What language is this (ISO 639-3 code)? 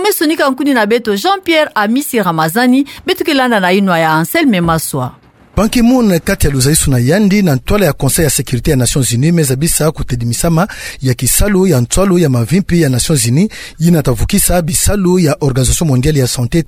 ktu